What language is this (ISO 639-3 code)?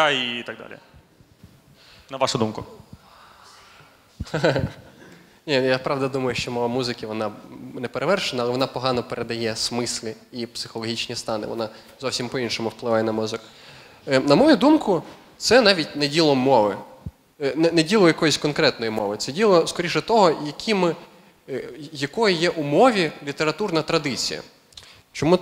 ukr